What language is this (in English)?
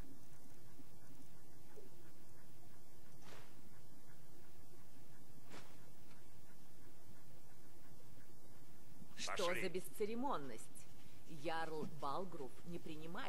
Russian